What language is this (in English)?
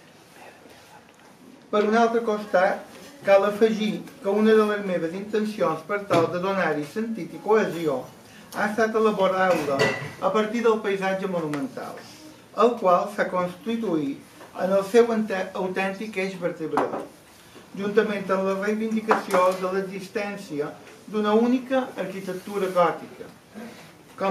Catalan